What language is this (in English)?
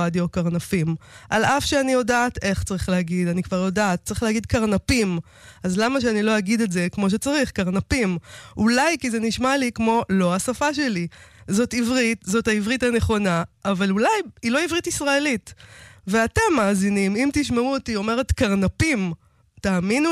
Hebrew